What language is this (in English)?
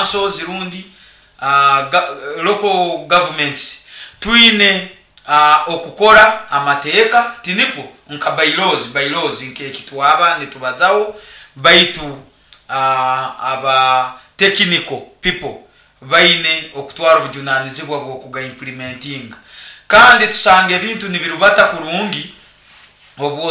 Nyoro